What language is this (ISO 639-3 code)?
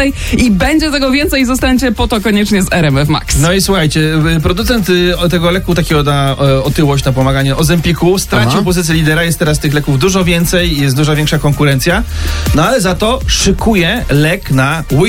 pol